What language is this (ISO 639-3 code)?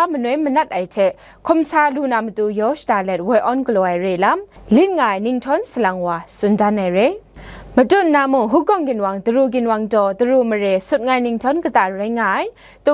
kac